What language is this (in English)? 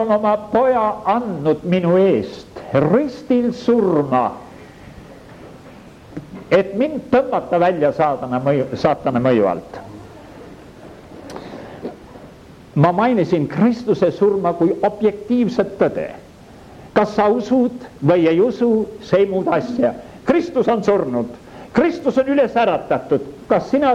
Estonian